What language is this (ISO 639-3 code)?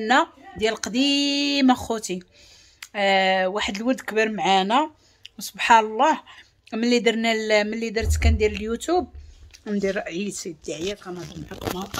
ary